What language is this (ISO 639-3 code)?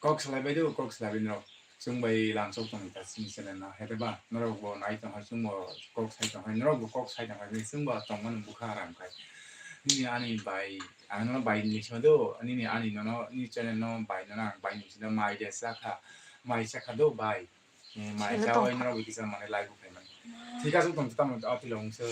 trp